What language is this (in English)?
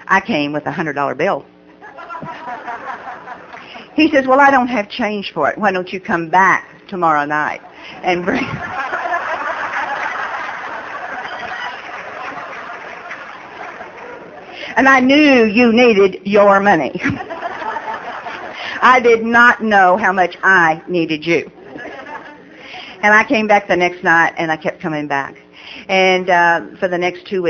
English